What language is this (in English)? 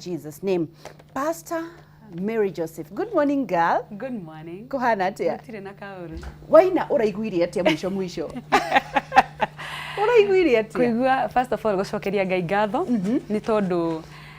Kikuyu